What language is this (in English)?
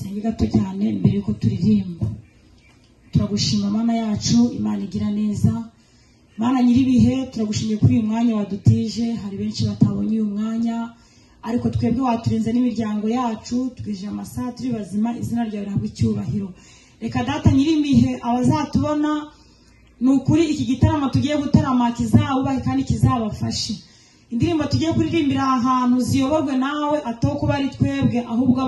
Kinyarwanda